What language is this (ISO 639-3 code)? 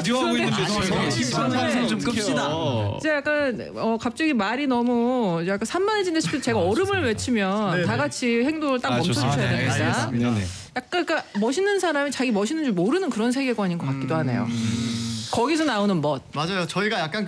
kor